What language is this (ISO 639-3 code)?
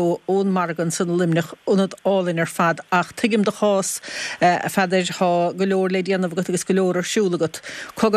gle